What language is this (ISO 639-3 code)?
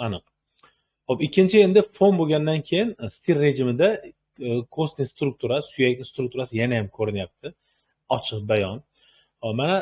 uzb